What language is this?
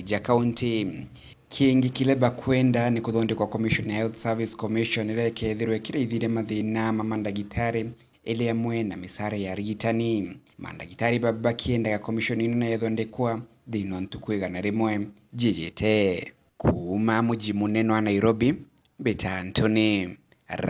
Meru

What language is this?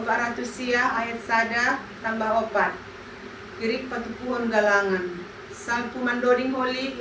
Batak Simalungun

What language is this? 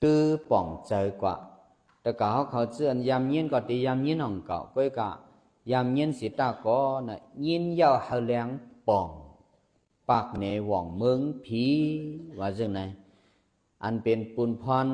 Shan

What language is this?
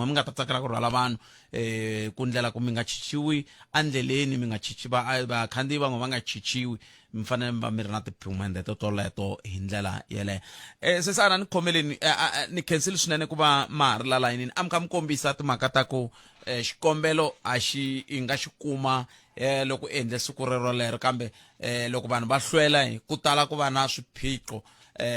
Tsonga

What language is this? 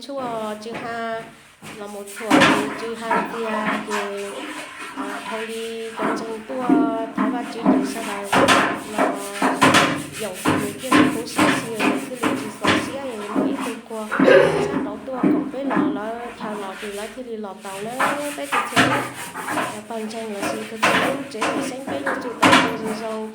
Hmong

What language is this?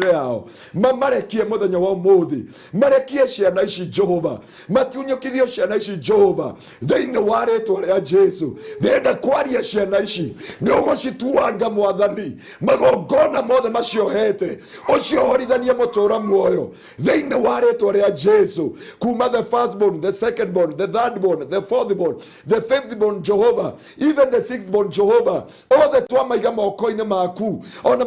Kikuyu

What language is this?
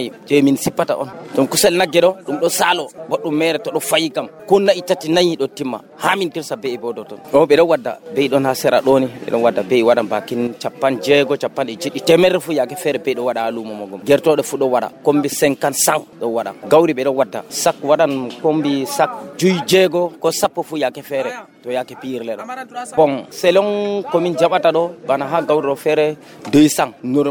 Nigerian Fulfulde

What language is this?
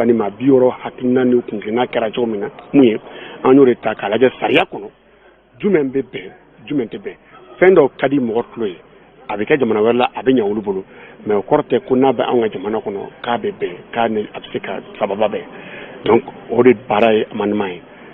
Bambara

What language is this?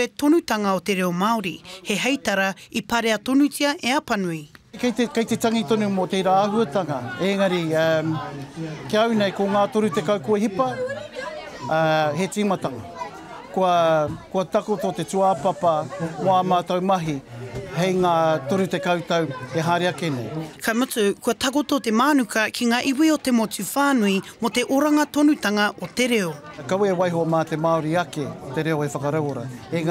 Māori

